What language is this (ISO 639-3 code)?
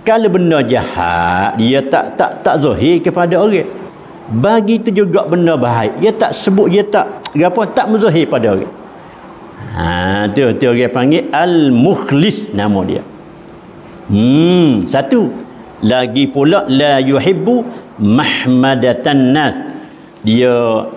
msa